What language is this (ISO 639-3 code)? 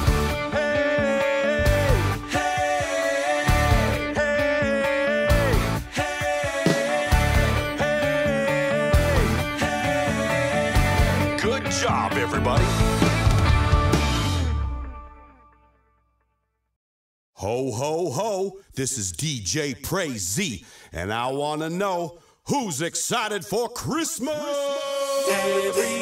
eng